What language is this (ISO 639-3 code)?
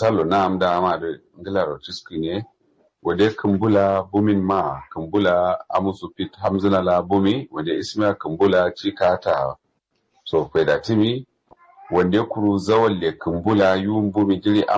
kau